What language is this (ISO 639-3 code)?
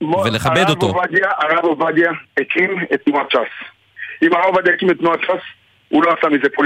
heb